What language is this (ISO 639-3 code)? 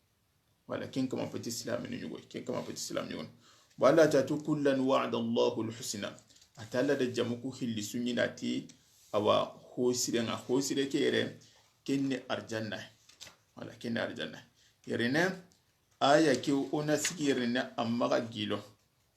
snk